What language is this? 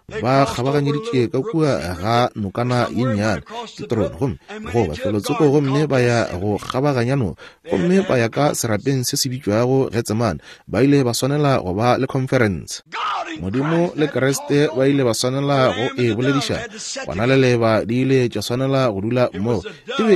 Northern Sotho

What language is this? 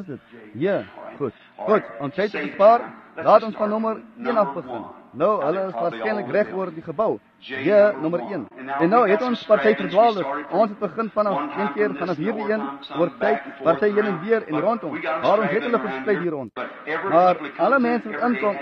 Afrikaans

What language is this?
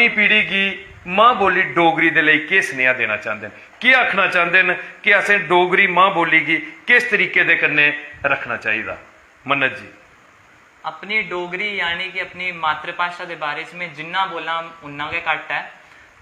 Dogri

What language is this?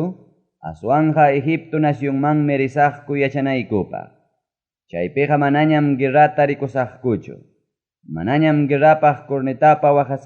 Ayacucho Quechua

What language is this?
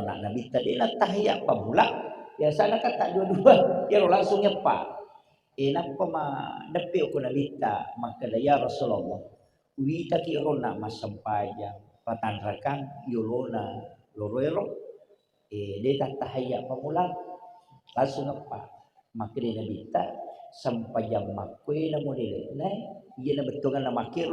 Buginese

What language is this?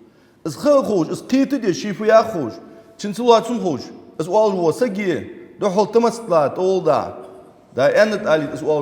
Ingush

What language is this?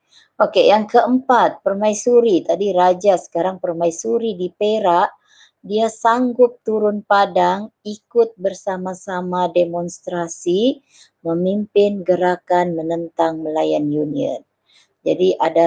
Malay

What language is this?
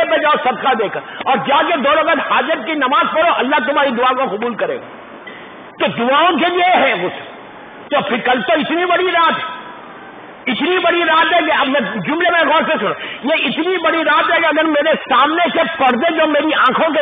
Urdu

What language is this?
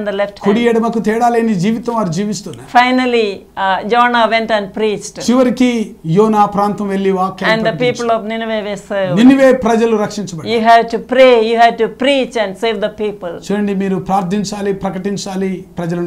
Telugu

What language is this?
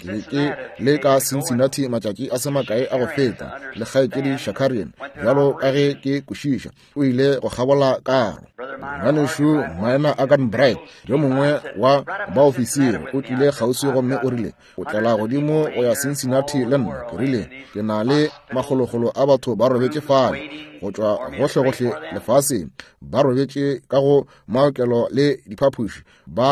Northern Sotho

